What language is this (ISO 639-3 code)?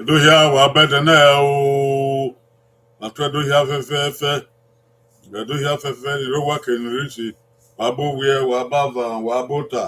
bin